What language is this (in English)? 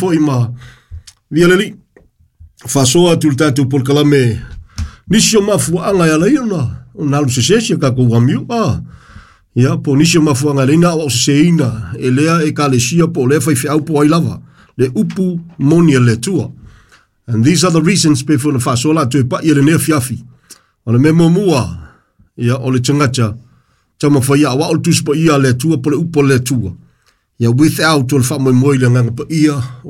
Samoan